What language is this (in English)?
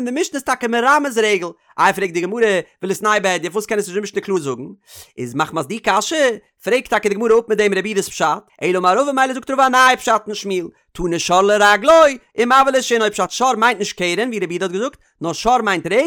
Yiddish